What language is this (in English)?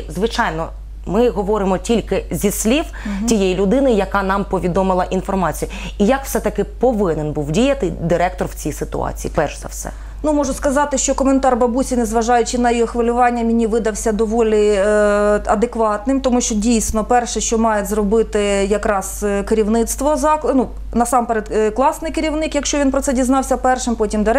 Ukrainian